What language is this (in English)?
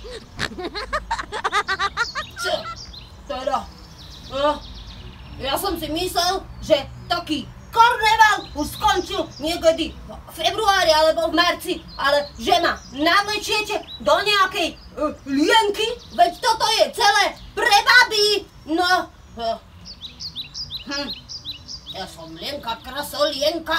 Slovak